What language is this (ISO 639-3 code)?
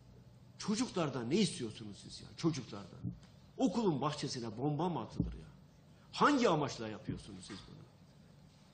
tur